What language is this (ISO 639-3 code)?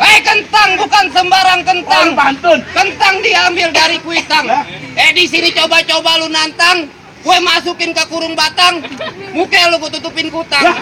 bew